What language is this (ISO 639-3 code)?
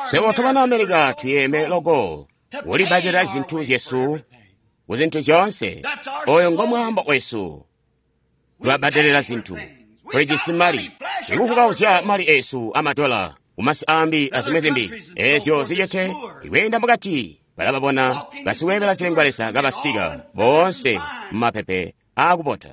toi